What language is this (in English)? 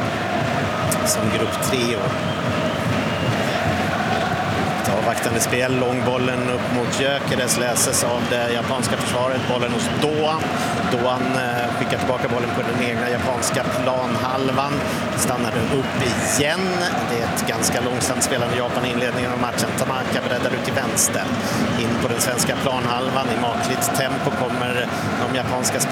Swedish